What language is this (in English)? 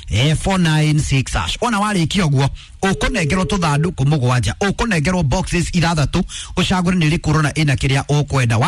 Kikuyu